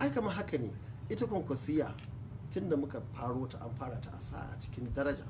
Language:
Hausa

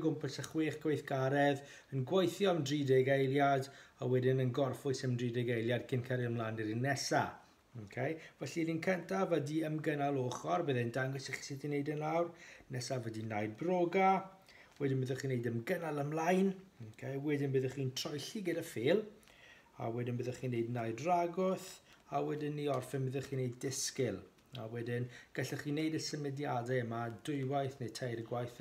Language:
Welsh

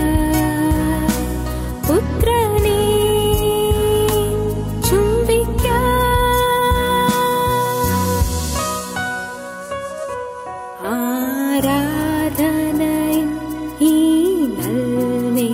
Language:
Malayalam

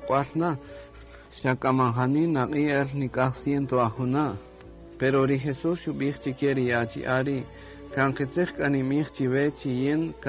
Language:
Kaqchikel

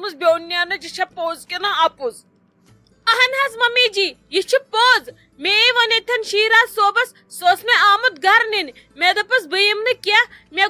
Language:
Kashmiri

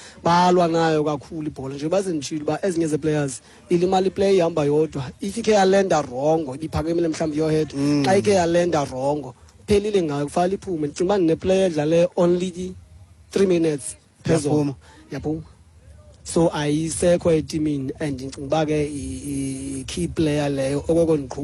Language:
Xhosa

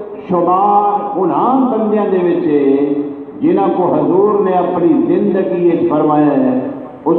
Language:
Saraiki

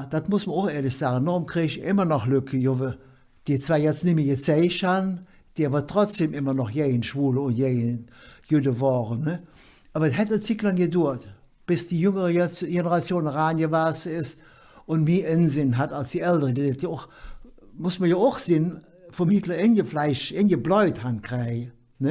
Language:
Colognian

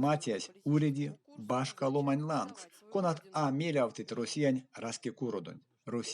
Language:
Erzya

